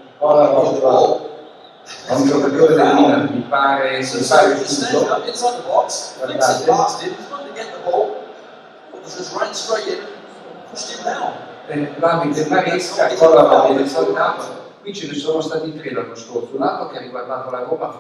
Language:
Italian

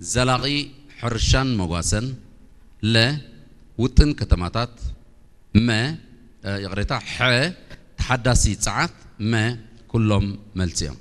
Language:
Tigrinya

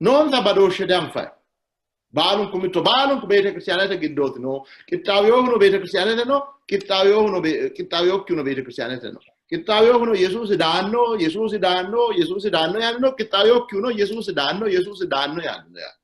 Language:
Sidamo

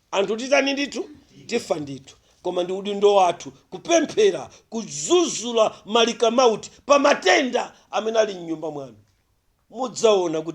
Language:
Nyanja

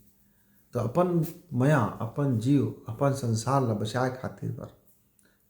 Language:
Chhattisgarhi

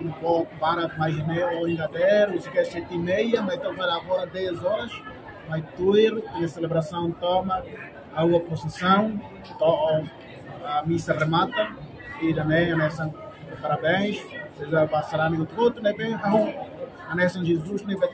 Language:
Tetum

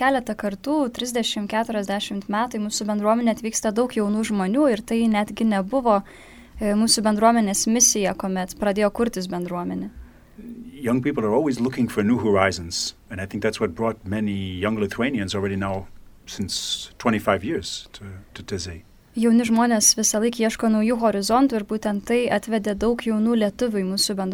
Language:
Lithuanian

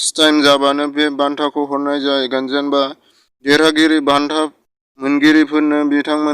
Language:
Bodo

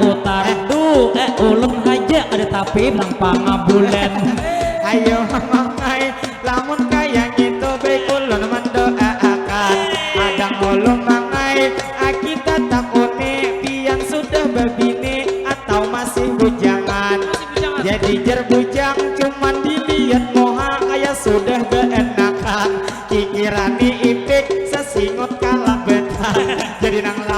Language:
Banjar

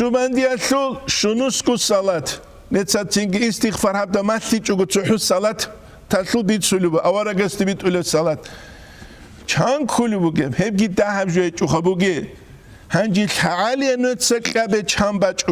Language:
Avaric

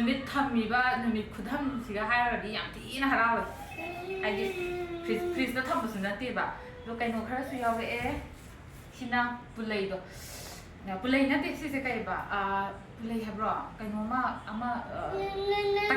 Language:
Manipuri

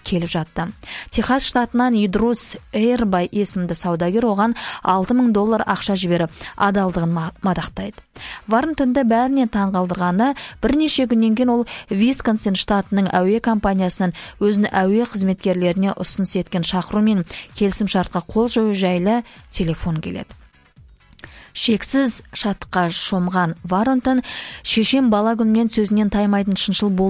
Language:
Kazakh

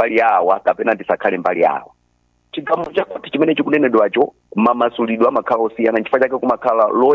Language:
Nyanja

